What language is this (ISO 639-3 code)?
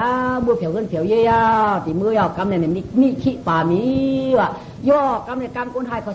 shn